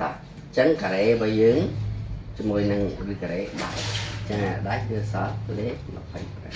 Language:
Khmer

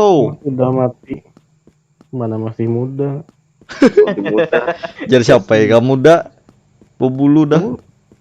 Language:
Banjar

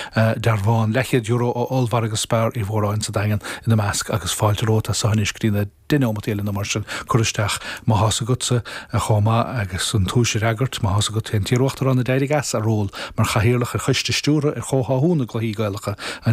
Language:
Irish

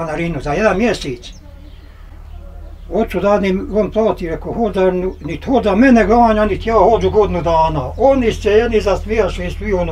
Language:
Bosnian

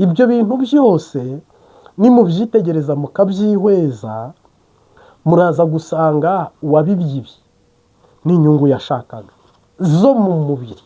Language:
Kinyarwanda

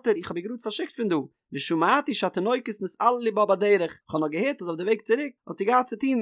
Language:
Yiddish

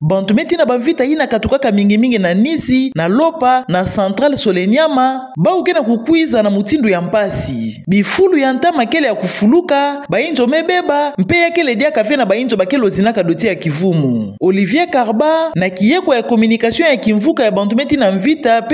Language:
Kituba (Democratic Republic of Congo)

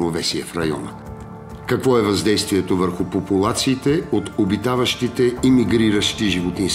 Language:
Bulgarian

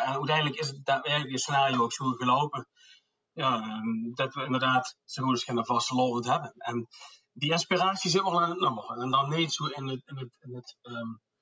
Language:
Limburgish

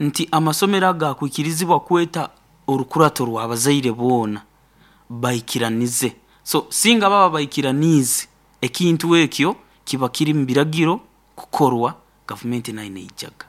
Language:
Nyoro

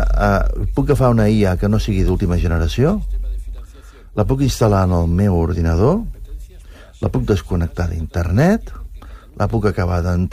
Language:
Catalan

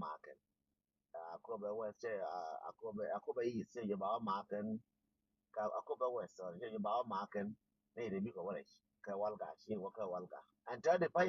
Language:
Nuer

